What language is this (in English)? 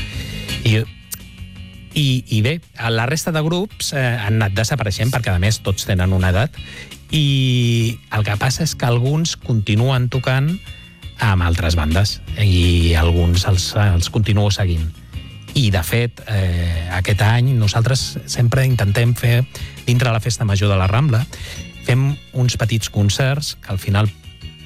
Catalan